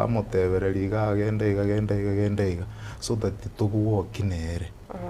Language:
Gusii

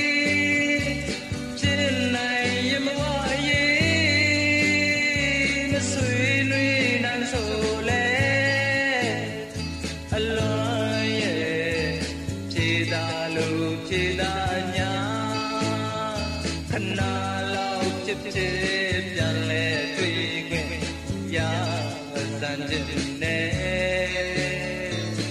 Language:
Burmese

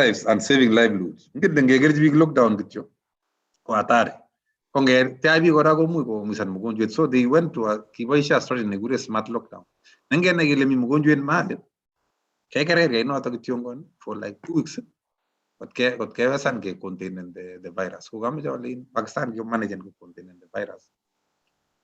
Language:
Kalenjin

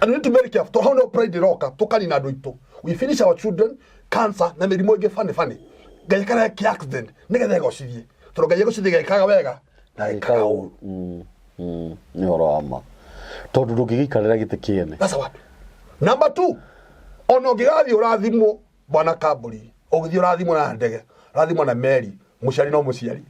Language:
Kikuyu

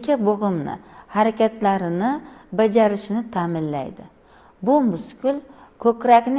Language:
Uzbek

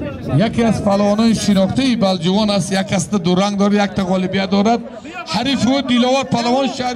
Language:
Tajik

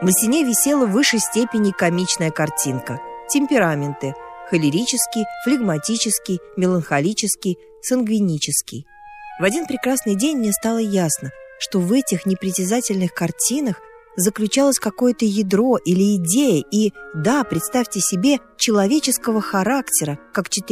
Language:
Russian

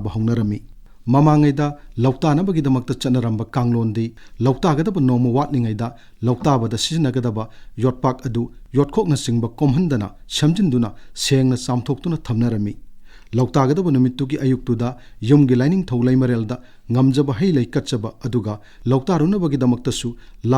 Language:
Manipuri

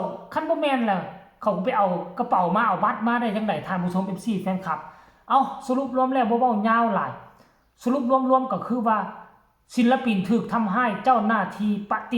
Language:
Northeastern Thai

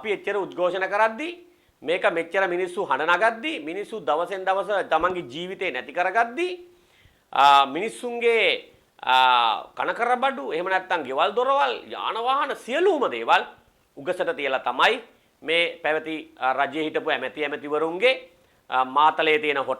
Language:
Sinhala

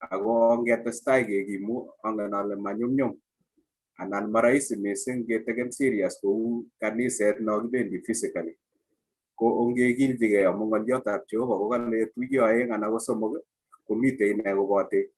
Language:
Kalenjin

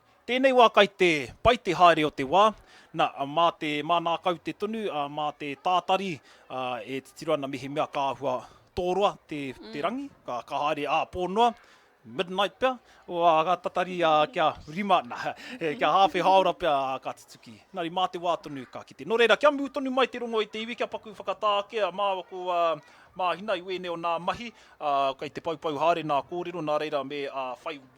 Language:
Māori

